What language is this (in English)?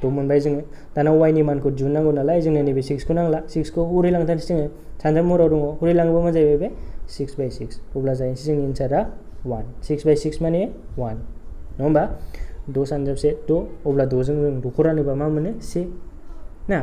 Bodo